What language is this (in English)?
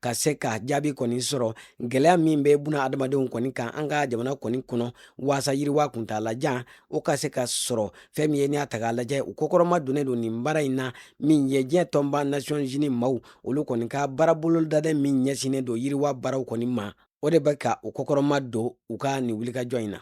Bambara